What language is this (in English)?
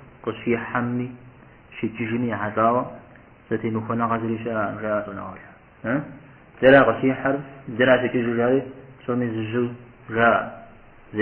Kabardian